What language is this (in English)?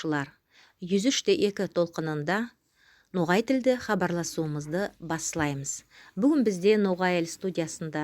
Nogai